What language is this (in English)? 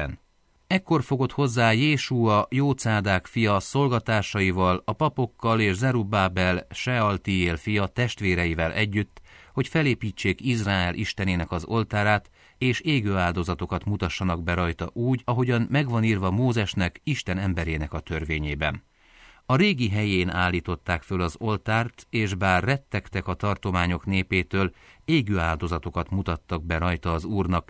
Hungarian